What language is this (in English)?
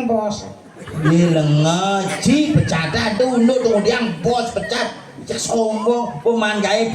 Balinese